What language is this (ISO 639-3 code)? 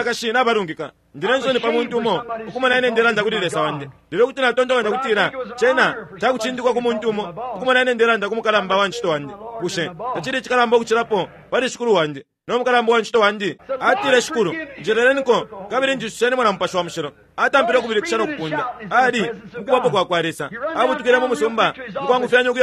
bem